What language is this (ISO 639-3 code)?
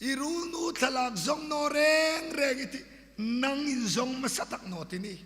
hmr